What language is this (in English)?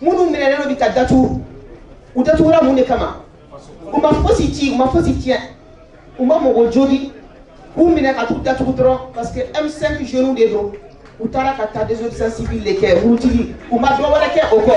Bambara